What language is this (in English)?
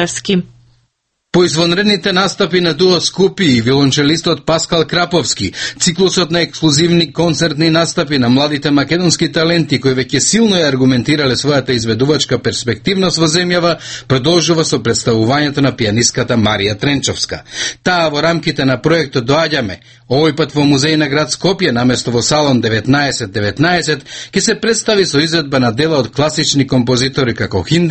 Macedonian